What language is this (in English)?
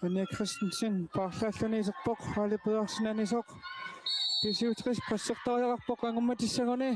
Kalaallisut